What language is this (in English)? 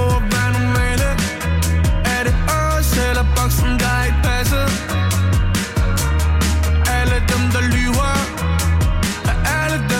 Danish